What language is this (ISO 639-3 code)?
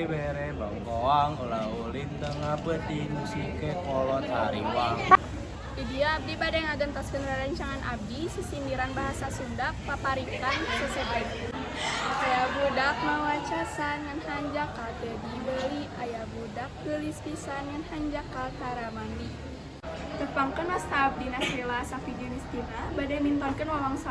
sun